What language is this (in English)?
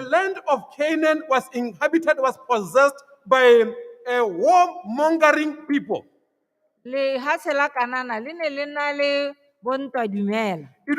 Tswana